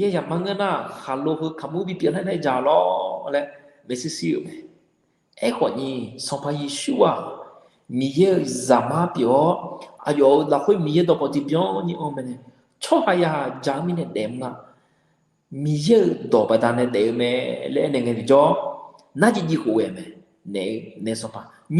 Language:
Akha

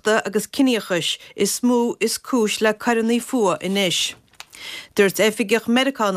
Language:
Irish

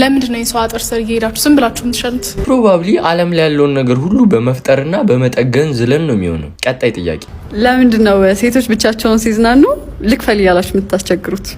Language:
Amharic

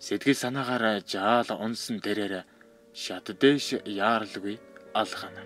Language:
Mongolian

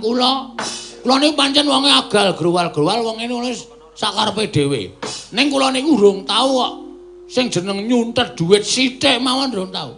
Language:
Javanese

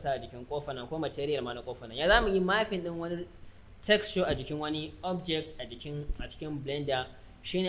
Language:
Hausa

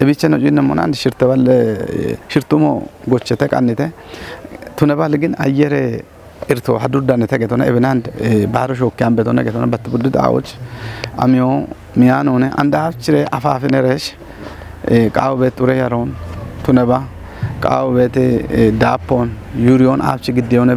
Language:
Kafa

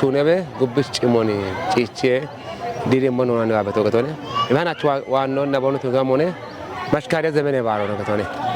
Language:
Kafa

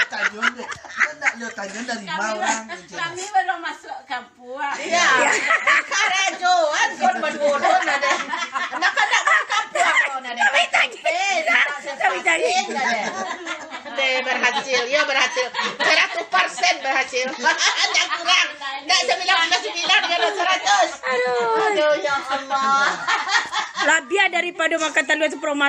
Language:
Minangkabau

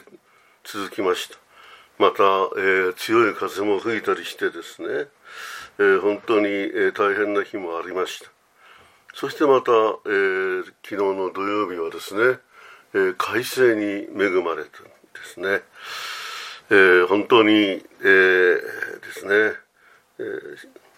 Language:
Japanese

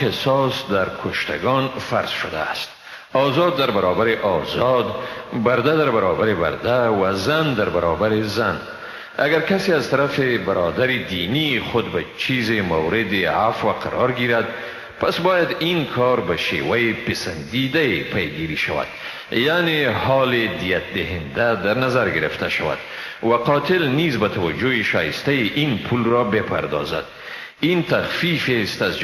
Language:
Persian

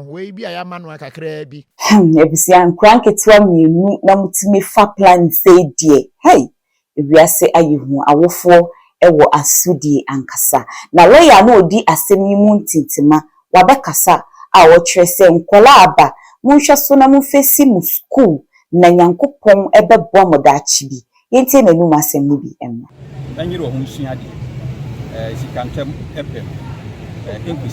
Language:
Akan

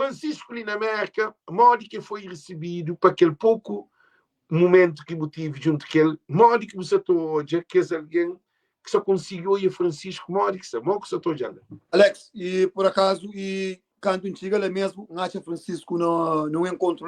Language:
Kabuverdianu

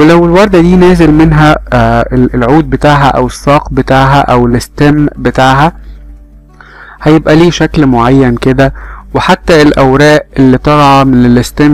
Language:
Egyptian Arabic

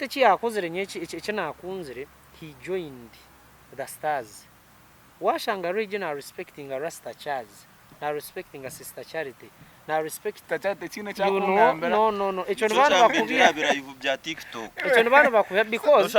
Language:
Nyankole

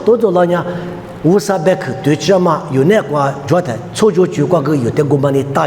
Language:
Lisu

